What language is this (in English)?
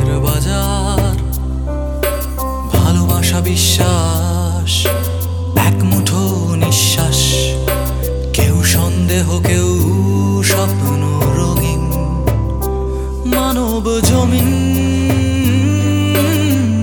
Bangla